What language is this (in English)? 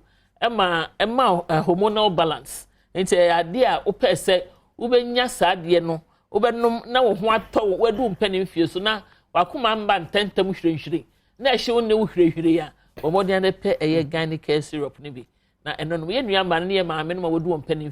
Akan